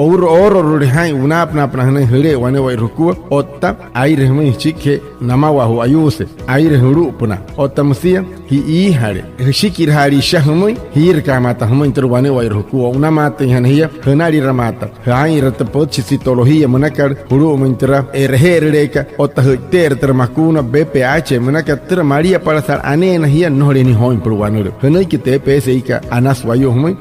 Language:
Wayuu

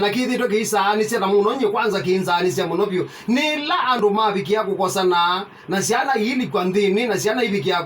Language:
Kamba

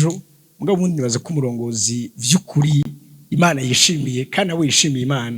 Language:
Rundi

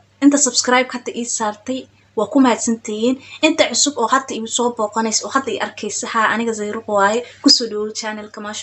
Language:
Somali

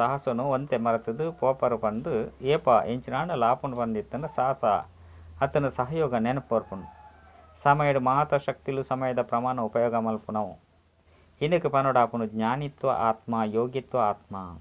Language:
Tulu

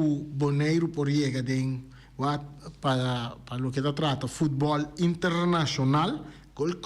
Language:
Papiamento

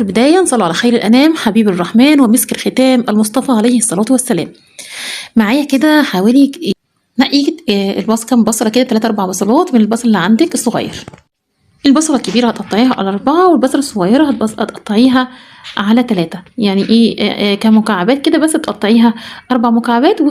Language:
Egyptian Arabic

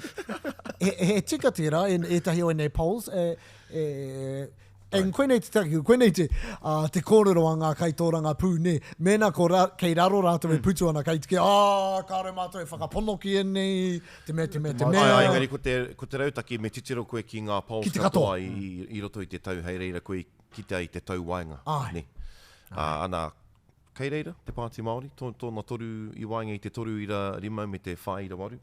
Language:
Māori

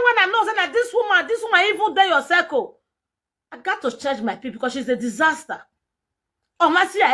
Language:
Nigerian Pidgin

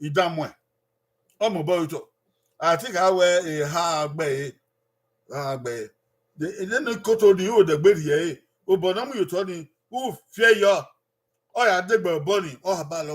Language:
Bini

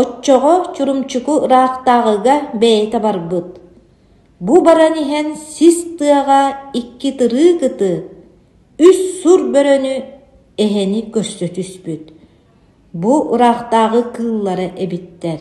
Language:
Yakut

